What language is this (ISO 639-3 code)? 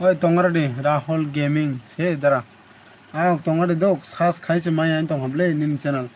trp